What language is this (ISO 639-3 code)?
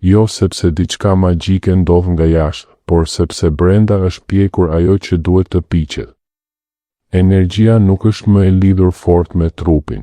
sqi